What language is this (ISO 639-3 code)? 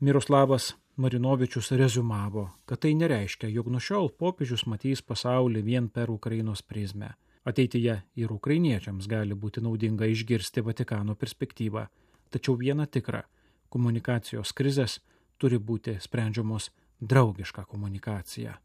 lit